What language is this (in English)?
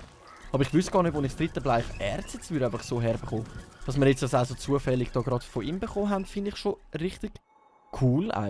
Swiss German